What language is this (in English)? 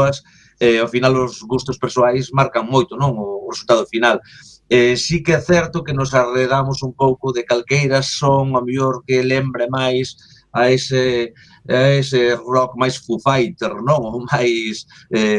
Galician